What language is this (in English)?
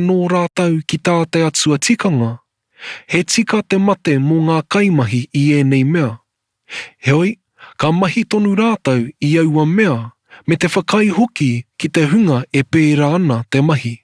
Māori